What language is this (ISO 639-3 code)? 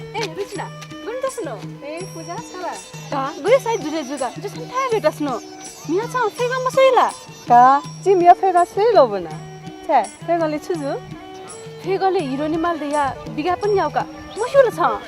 new